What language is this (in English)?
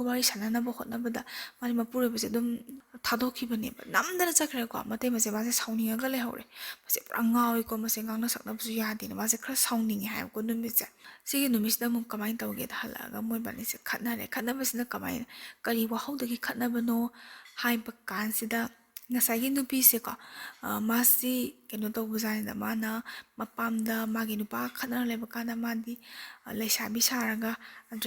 Manipuri